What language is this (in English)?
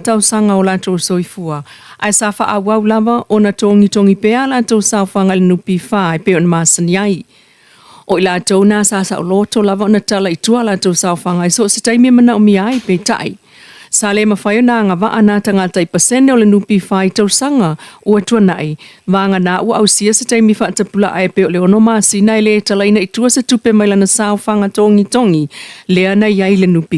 Samoan